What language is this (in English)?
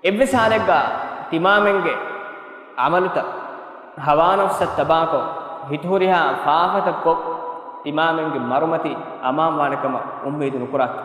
Divehi